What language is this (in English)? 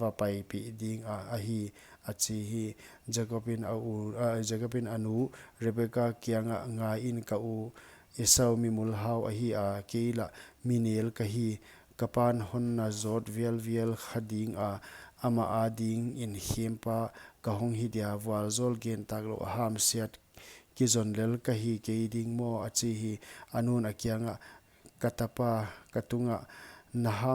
Paite Chin